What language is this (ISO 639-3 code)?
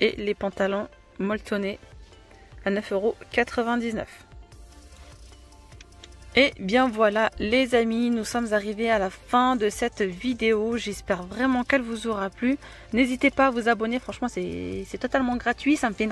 fra